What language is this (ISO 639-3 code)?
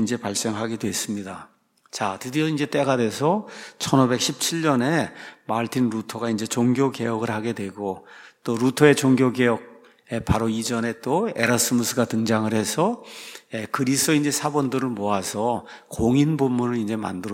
kor